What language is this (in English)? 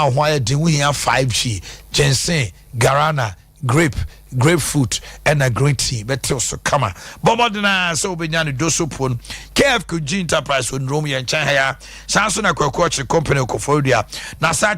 Akan